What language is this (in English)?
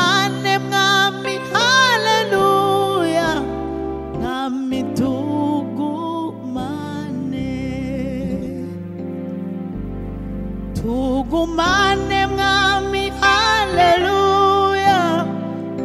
Kinyarwanda